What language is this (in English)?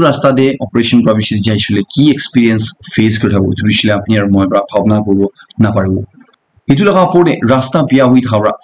Naga Pidgin